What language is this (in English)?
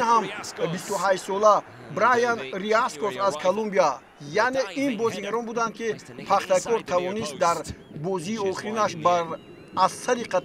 Tajik